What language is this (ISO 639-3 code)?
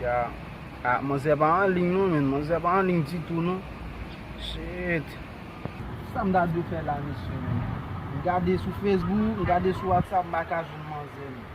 hat